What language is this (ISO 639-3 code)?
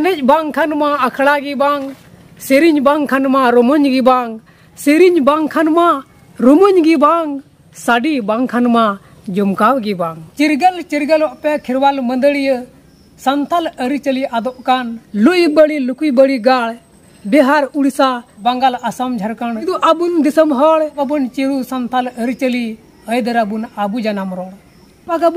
sat